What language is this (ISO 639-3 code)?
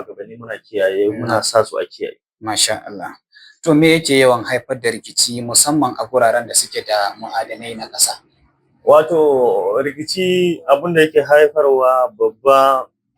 hau